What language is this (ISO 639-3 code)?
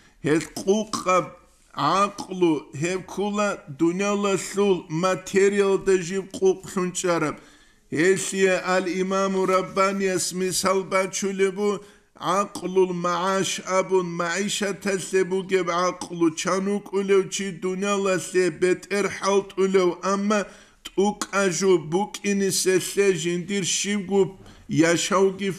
ava